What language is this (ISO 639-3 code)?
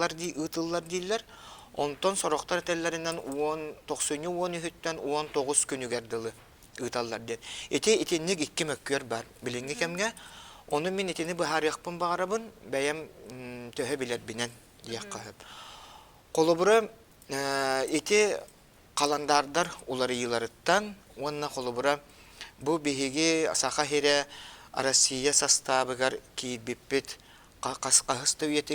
sah